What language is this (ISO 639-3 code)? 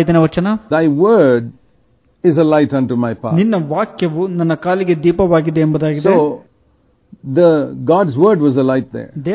kan